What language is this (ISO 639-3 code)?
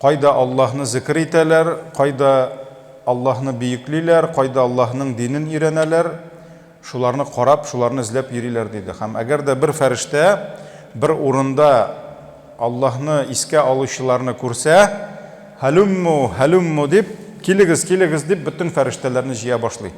tat